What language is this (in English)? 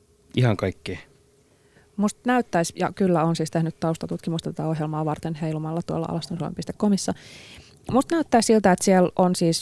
Finnish